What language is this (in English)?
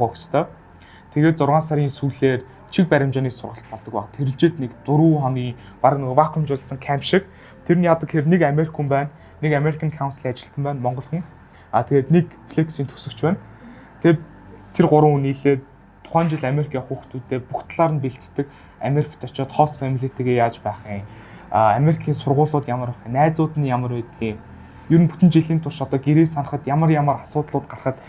Mongolian